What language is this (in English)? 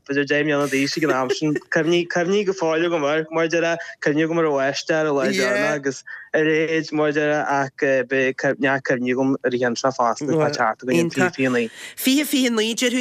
Irish